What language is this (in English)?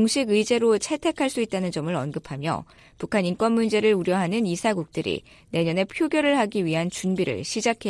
Korean